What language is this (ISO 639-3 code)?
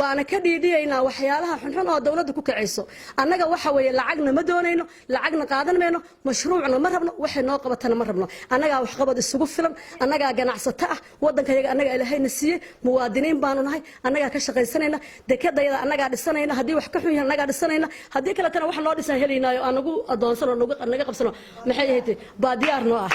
som